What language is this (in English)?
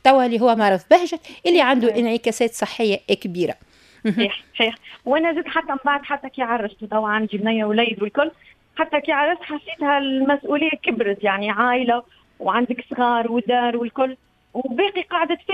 Tunisian Arabic